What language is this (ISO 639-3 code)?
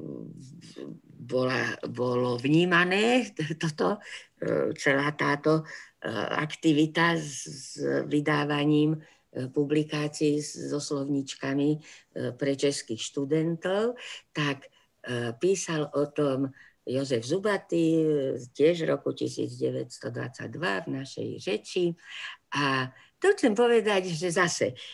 slk